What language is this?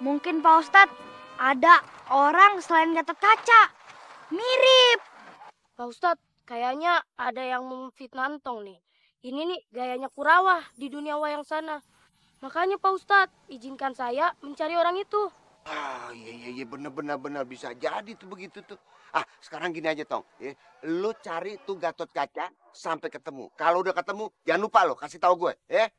Betawi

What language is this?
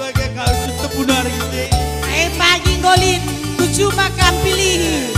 Batak Karo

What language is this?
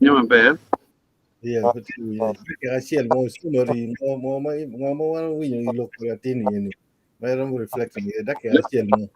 Acoli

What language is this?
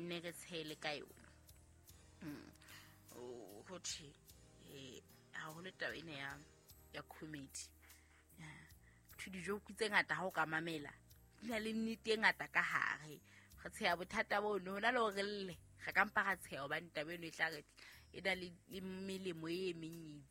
Southern Sotho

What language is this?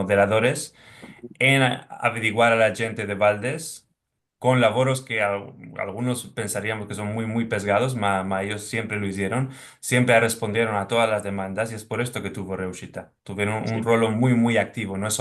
Ladino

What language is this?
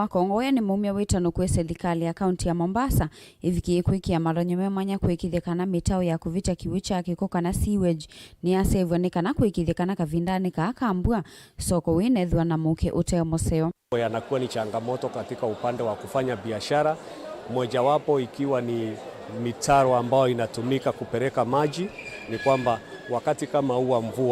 Kamba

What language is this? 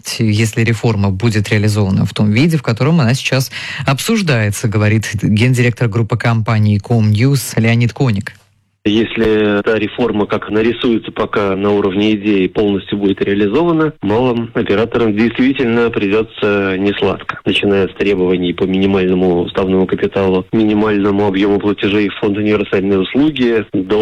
Russian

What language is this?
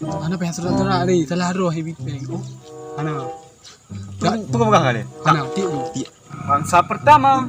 Achinese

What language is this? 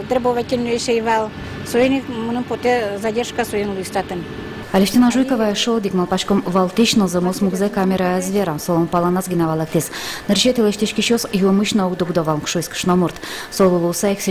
Udmurt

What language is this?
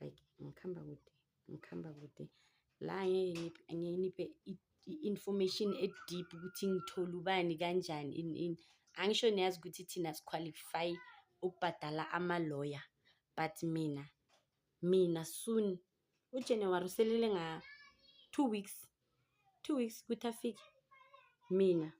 Zulu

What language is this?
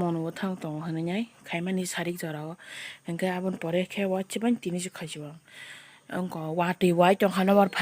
Kok Borok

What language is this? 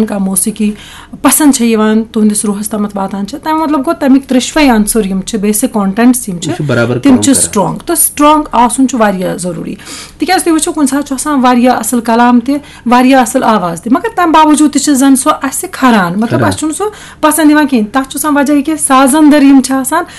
Kashmiri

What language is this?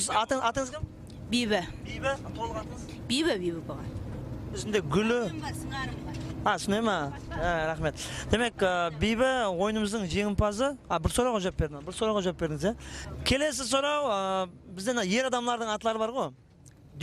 Kara-Kalpak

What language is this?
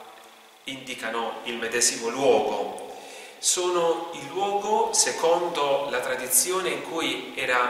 Italian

